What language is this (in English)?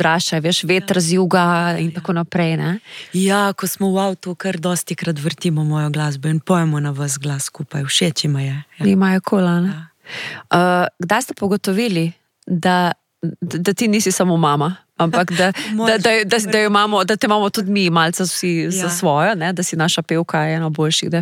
Slovenian